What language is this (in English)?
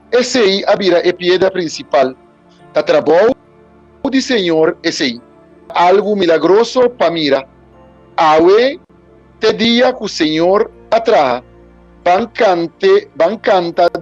Papiamento